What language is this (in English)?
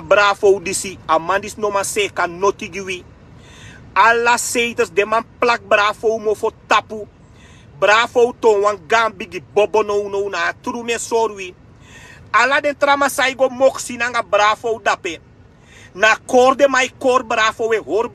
Sranan Tongo